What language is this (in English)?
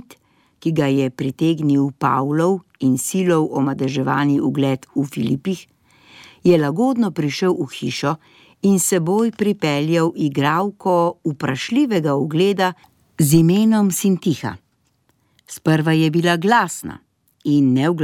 Slovenian